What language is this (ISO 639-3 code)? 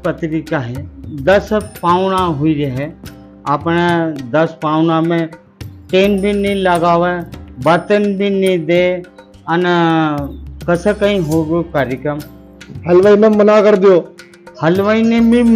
raj